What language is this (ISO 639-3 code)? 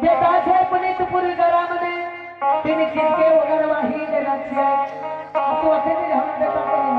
mai